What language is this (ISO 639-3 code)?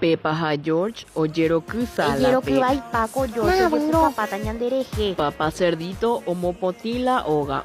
grn